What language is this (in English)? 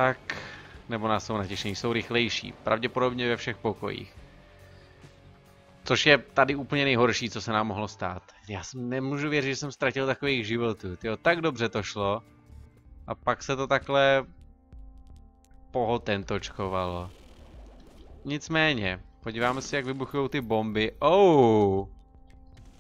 Czech